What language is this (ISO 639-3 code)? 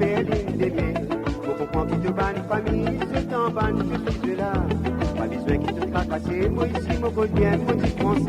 mfe